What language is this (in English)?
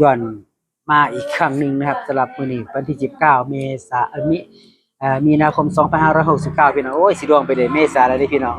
Northeastern Thai